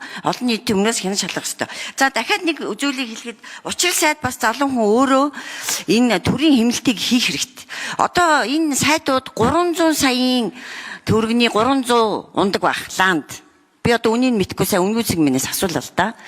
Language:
Mongolian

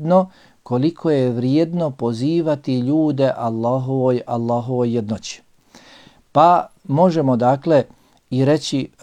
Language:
Bosnian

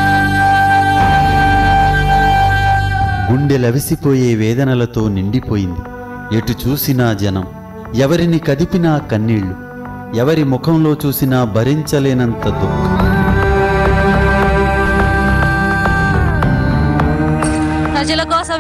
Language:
Telugu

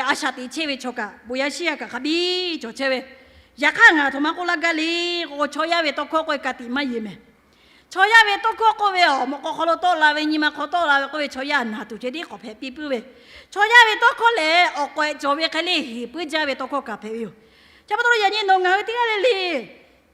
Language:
Lahu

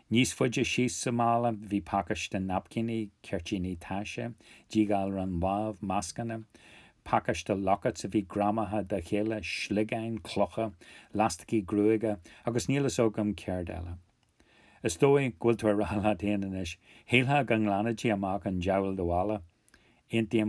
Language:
Irish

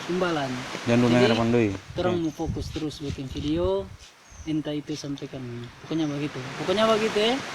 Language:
Manado Malay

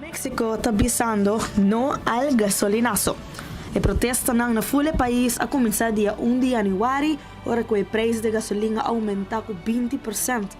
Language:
Papiamento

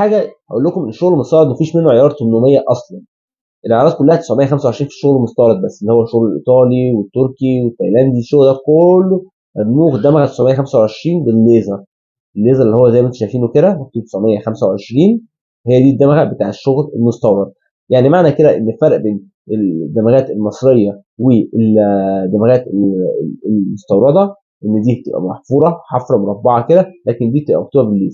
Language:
Egyptian Arabic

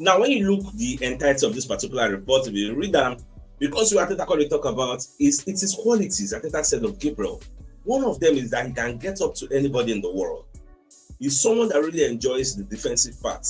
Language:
Nigerian Pidgin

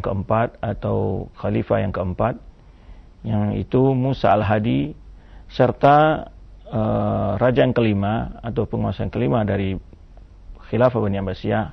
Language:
Indonesian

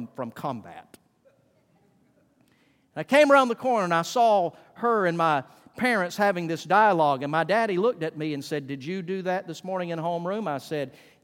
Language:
English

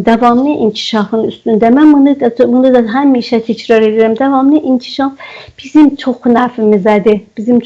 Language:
South Azerbaijani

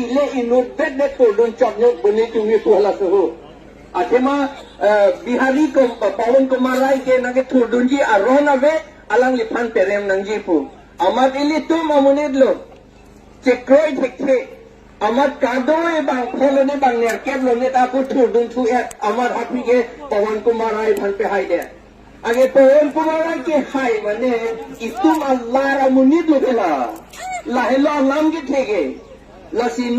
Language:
Karbi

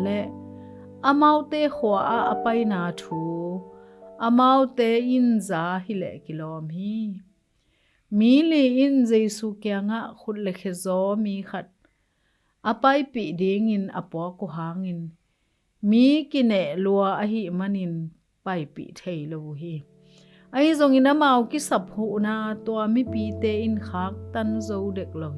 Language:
Tedim Chin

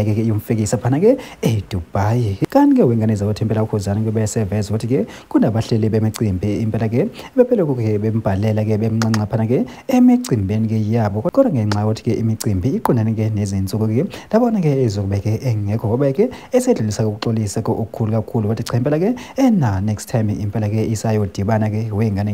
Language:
Zulu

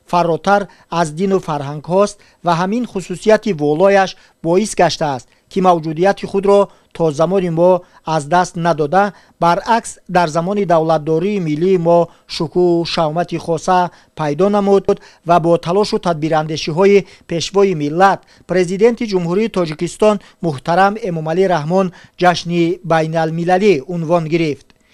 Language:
Tajik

